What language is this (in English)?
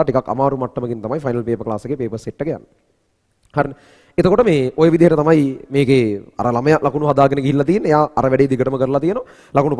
Sinhala